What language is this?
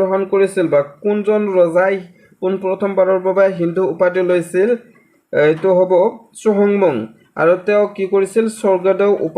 Assamese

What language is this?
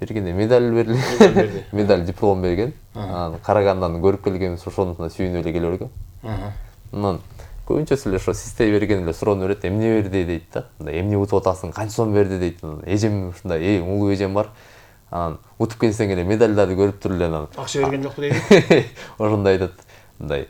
Kyrgyz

